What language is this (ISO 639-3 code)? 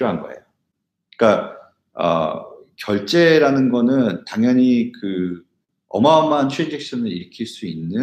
kor